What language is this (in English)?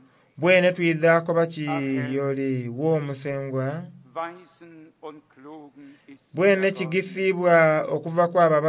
Soga